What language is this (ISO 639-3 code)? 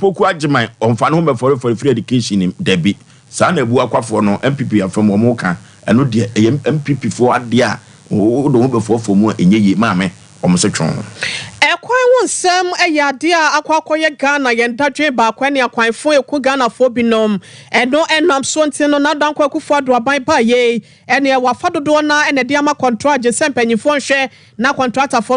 aka